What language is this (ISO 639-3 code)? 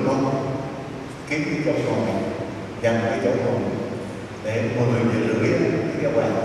vie